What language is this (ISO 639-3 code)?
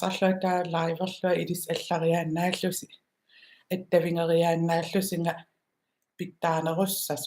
kal